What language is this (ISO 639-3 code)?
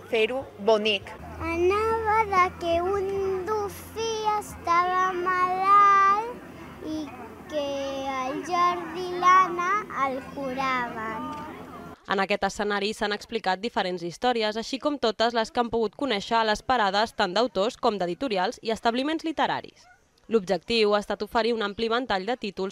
cat